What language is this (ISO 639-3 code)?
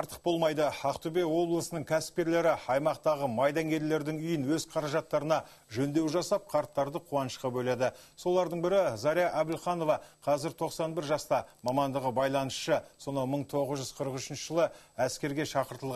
kaz